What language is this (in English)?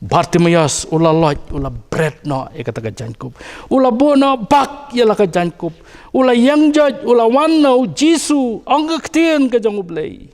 Khasi